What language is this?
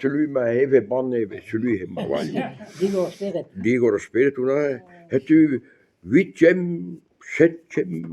Breton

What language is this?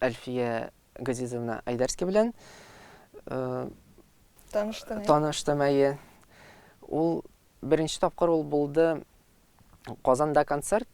Tatar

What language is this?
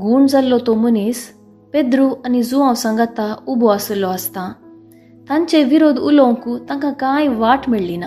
Konkani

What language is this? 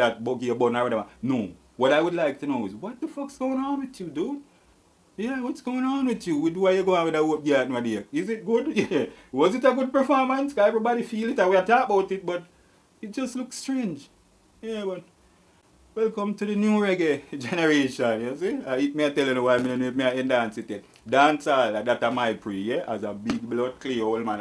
Jamaican Creole English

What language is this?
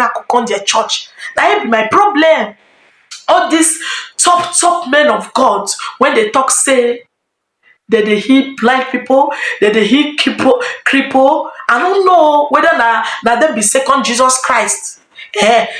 Nigerian Pidgin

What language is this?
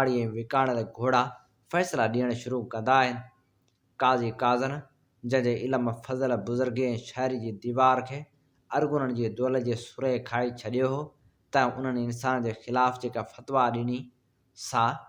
Sindhi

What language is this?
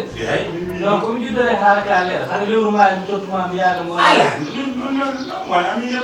Fula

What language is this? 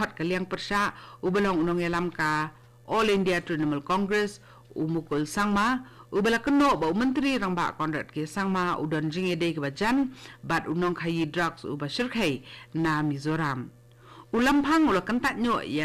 Khasi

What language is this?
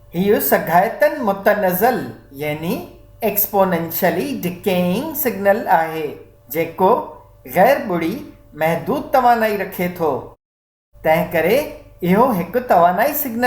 Sindhi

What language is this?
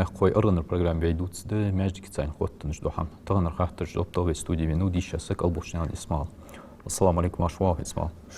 Ingush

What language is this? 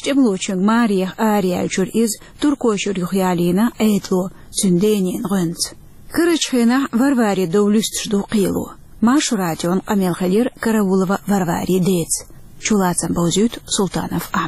Chechen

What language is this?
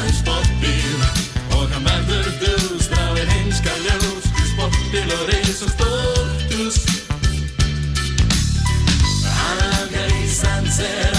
Icelandic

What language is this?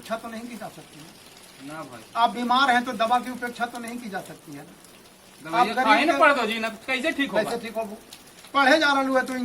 Magahi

